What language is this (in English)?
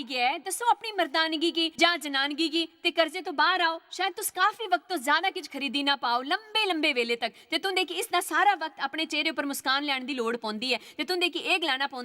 Dogri